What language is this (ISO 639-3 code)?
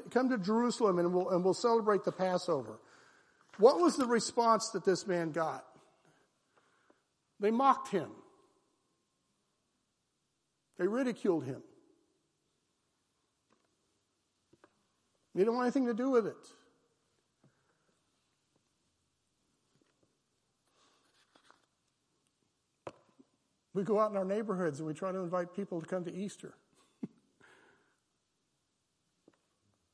eng